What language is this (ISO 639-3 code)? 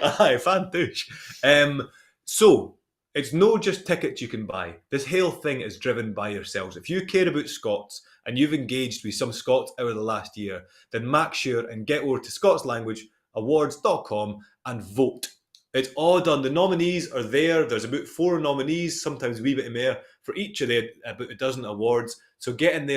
sco